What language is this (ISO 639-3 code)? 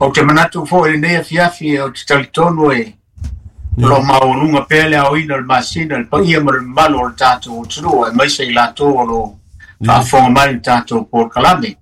smo